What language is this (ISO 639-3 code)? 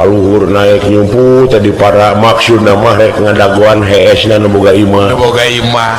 sun